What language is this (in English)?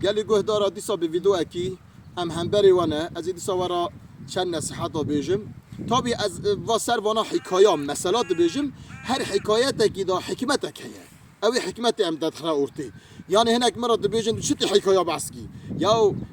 Kurdish